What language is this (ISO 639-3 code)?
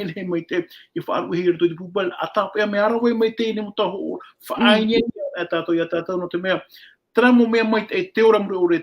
tah